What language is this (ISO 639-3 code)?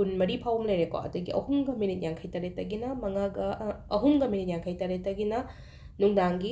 mni